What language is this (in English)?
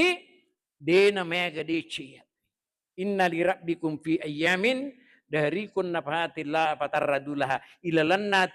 Buginese